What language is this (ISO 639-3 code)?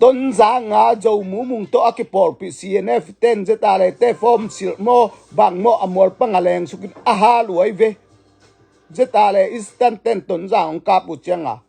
ctd